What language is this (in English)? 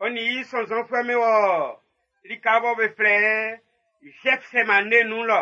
Baoulé